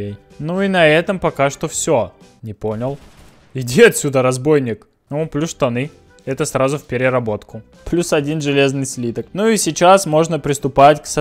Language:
Russian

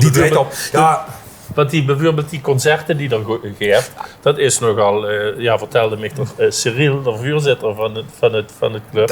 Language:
Limburgish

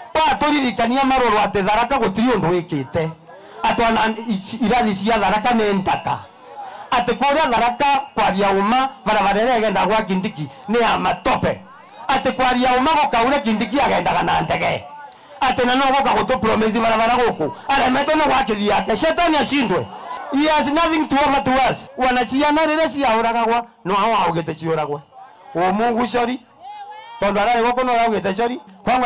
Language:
Meru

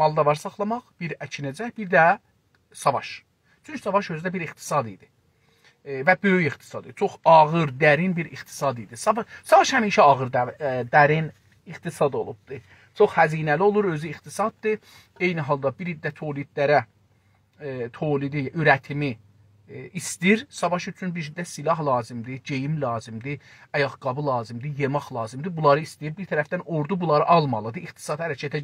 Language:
South Azerbaijani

